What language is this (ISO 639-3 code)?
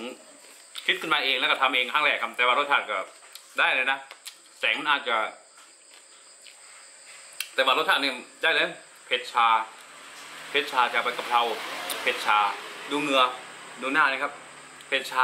tha